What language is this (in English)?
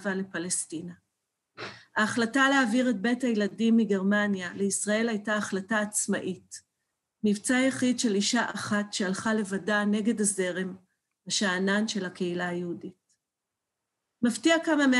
Hebrew